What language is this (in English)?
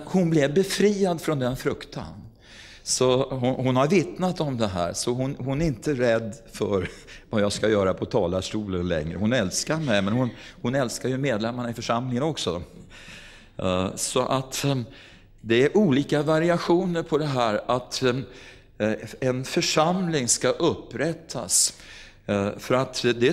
Swedish